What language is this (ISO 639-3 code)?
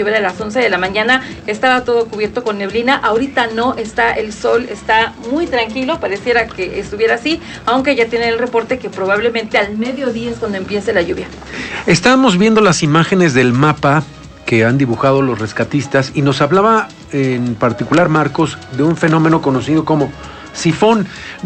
spa